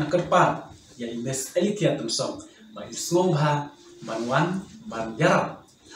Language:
Khasi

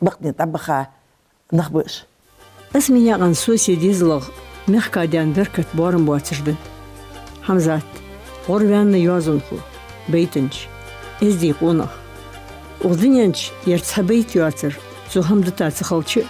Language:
Ingush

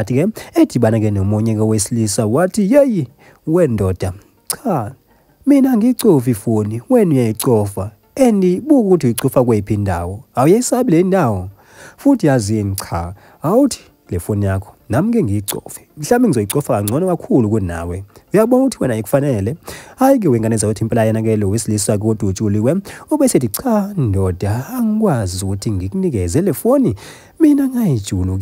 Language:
Zulu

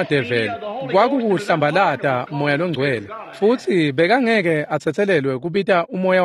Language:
Swati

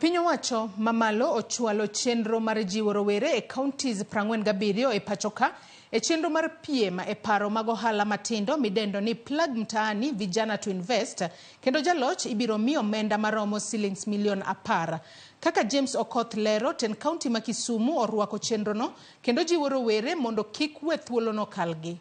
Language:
Luo (Kenya and Tanzania)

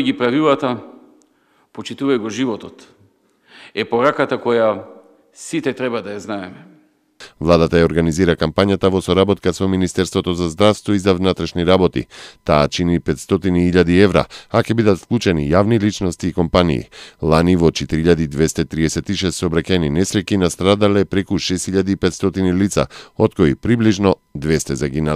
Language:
Macedonian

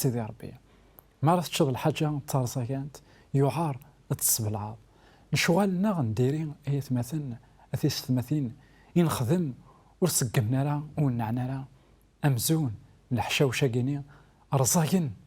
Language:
Kabyle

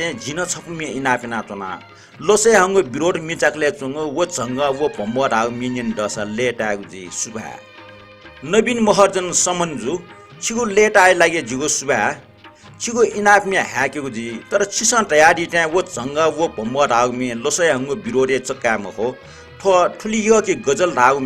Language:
Newari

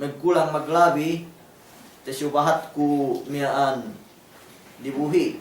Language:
Yakan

